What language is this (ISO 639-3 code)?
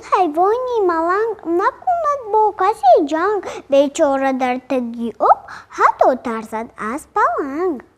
tgk